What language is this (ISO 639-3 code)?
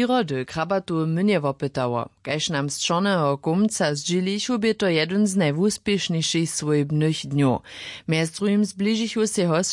hsb